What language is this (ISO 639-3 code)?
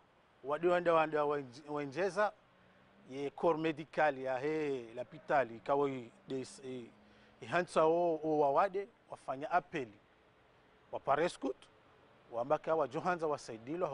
zdj